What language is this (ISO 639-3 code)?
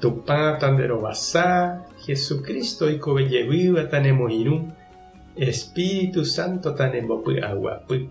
grn